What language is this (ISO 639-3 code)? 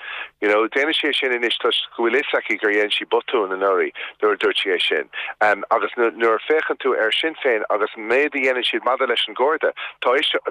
gle